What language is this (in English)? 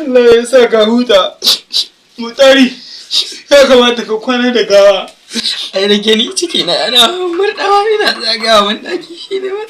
Hausa